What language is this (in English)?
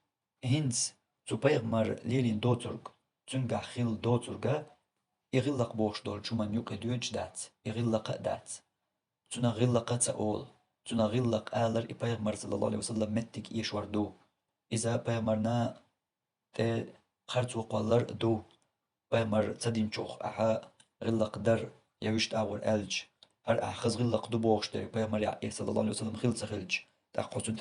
Chechen